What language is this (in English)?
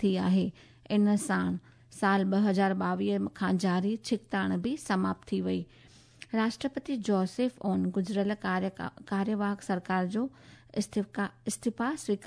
Sindhi